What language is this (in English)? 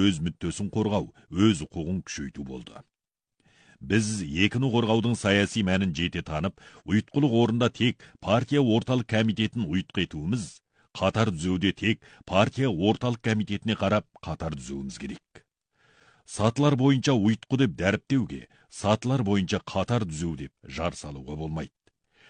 Kazakh